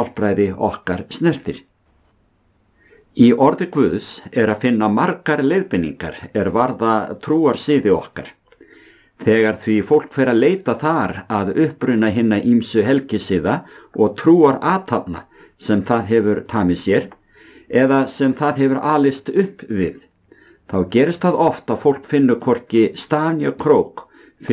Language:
Icelandic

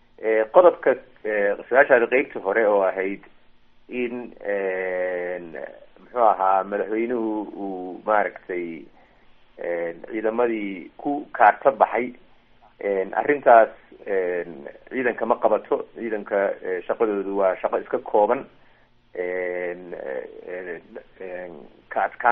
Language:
Somali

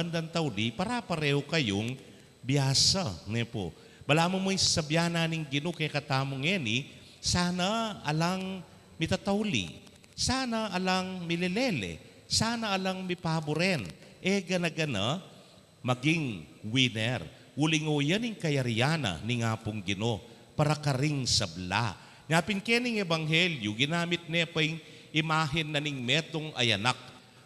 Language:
Pampanga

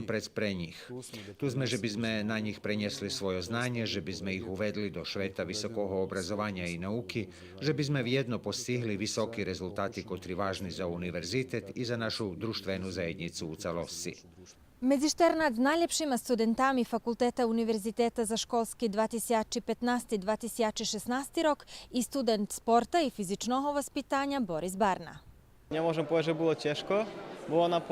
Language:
Rusyn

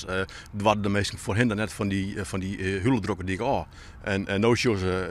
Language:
Western Frisian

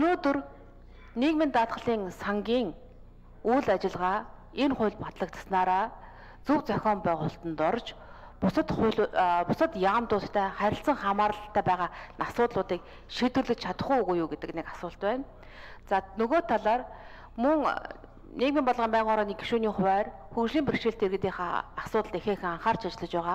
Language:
Mongolian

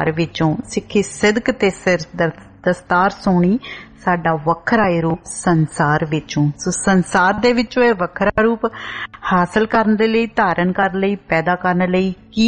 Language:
Punjabi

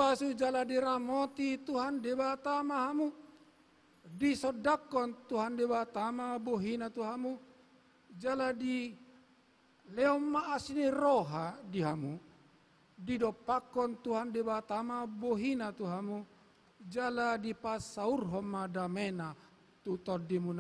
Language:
Batak Toba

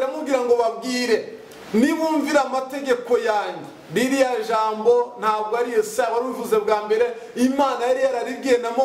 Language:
Kinyarwanda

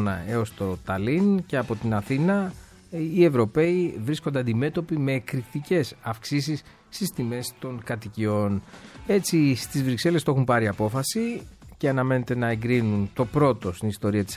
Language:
Greek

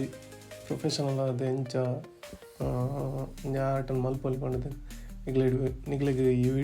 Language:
Tulu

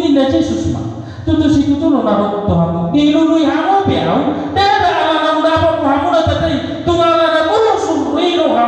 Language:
Batak Toba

